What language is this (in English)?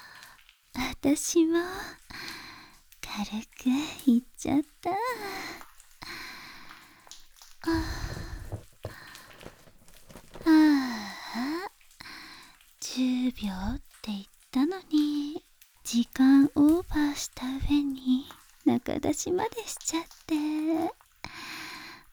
Japanese